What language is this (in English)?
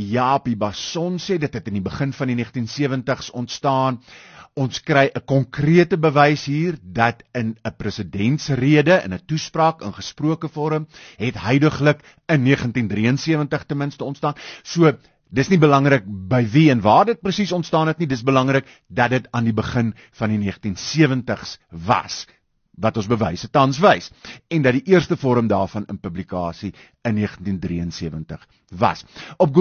Afrikaans